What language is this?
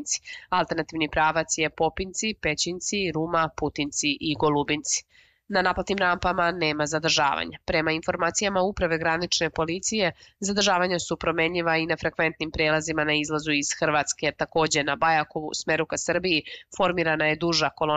Serbian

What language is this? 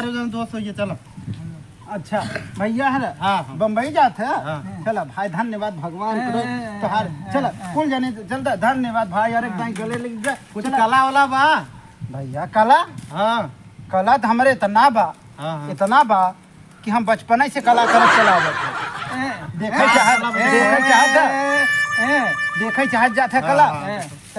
Awadhi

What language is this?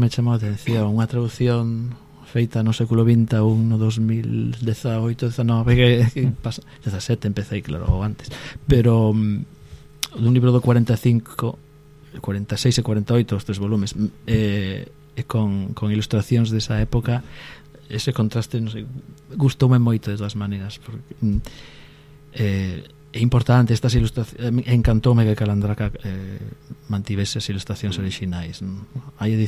Galician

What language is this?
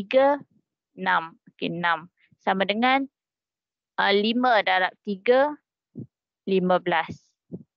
Malay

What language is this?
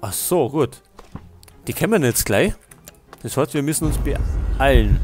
Bavarian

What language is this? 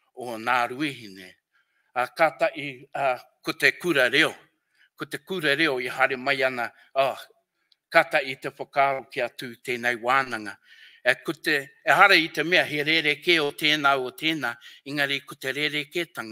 Māori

